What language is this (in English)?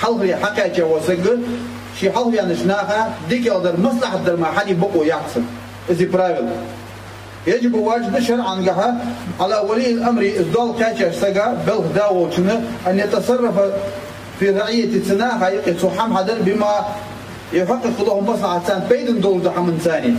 Ingush